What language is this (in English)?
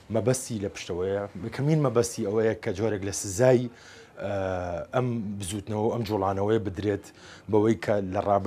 Central Kurdish